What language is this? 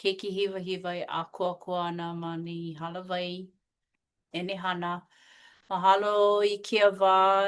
Hawaiian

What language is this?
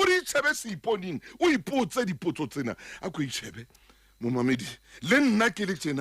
Southern Sotho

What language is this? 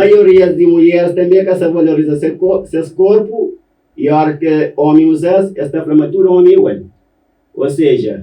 Kabuverdianu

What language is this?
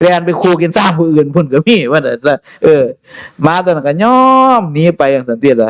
Northeastern Thai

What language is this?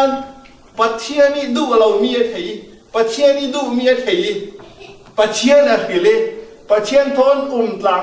Falam Chin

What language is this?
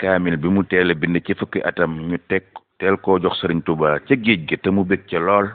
Wolof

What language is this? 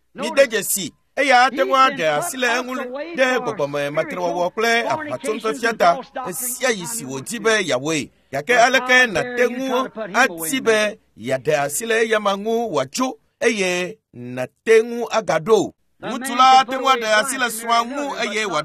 Ewe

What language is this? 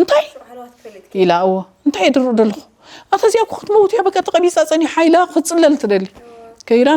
Tigrinya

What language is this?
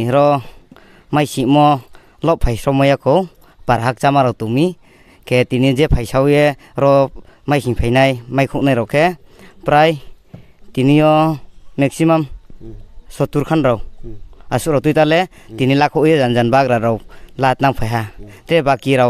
Riang (India)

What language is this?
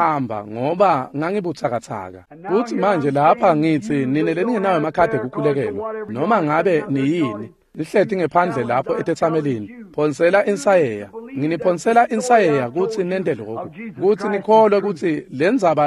Swati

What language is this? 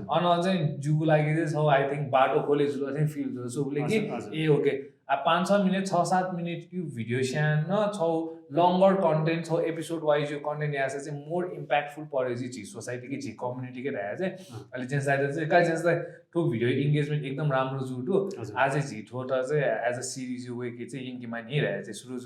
Newari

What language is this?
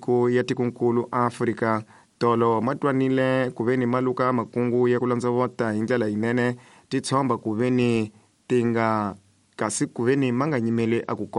Tsonga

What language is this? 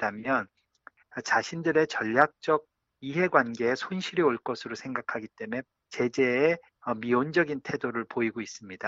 Korean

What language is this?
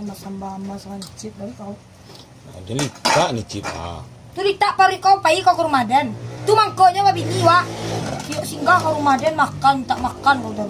Minangkabau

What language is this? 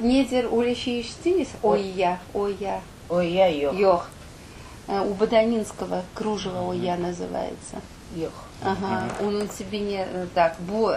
Crimean Tatar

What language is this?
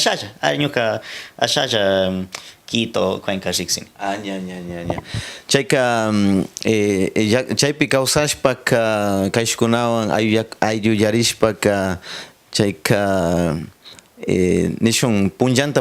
Cañar Highland Quichua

